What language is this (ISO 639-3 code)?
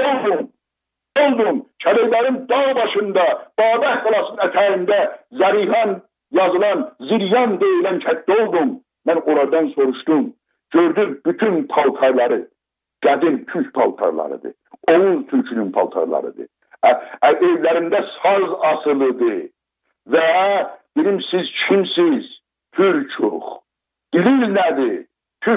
azb